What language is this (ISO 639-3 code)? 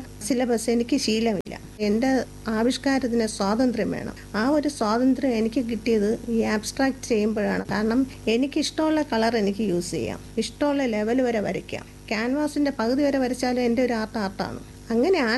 mal